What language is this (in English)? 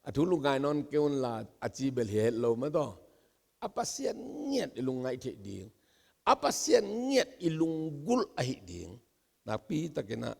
Tedim Chin